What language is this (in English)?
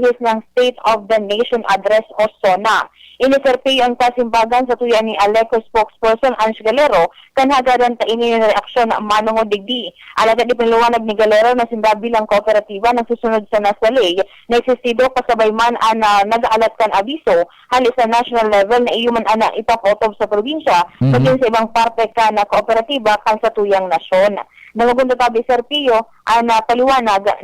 Bikol